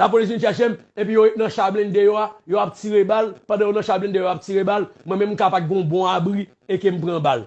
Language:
Haitian Creole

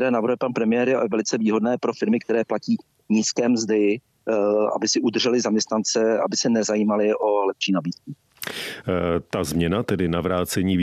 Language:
Czech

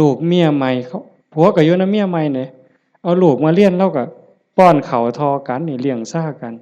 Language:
Northeastern Thai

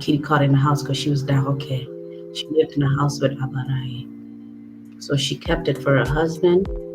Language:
Acoli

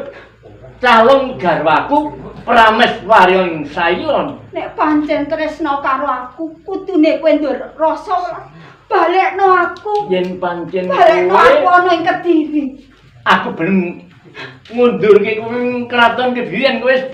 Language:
Javanese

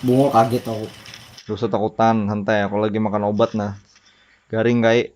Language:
Banjar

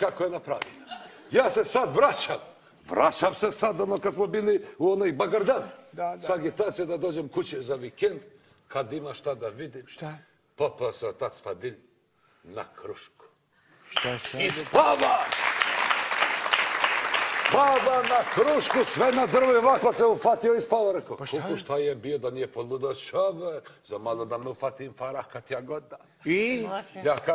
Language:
Bosnian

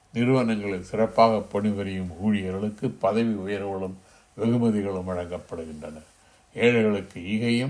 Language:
Tamil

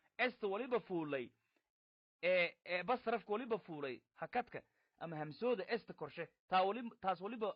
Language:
Somali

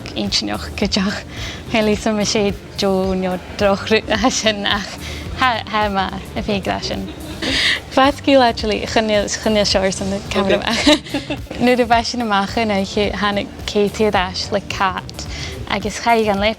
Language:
Scottish Gaelic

